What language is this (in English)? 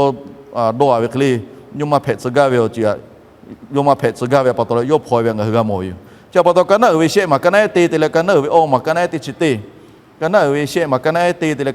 Lahu